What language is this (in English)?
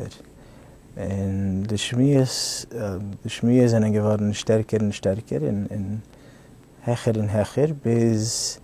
Yiddish